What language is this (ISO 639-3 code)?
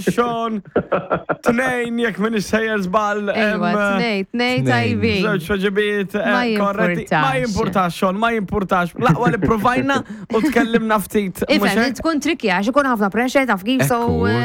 mlt